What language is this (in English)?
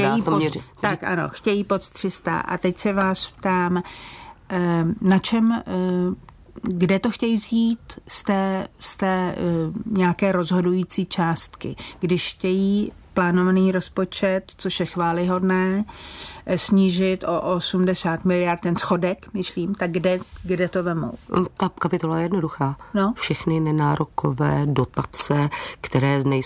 Czech